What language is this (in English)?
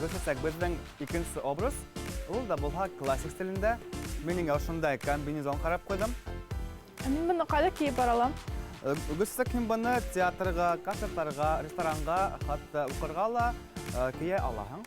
Bashkir